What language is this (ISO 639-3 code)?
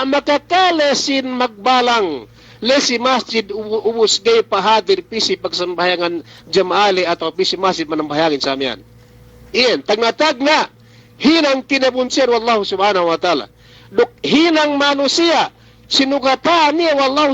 yka